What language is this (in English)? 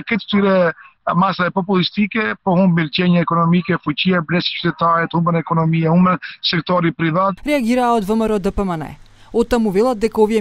Macedonian